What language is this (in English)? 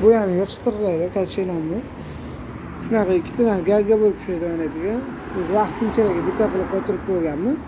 Uzbek